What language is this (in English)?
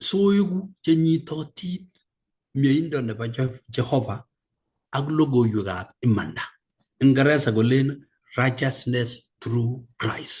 Kalenjin